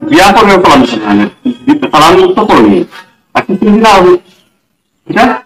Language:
Sylheti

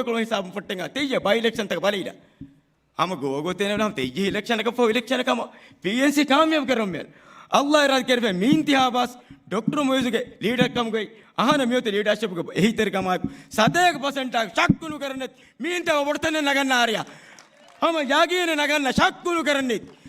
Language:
Divehi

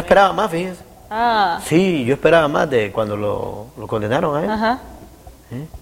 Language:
Spanish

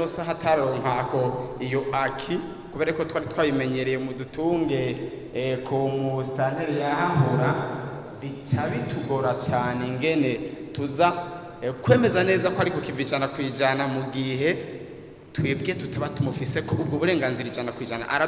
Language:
Rundi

